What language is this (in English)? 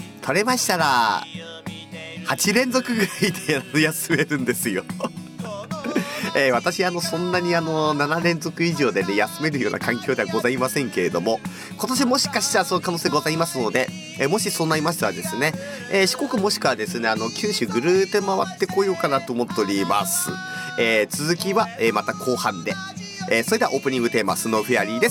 Japanese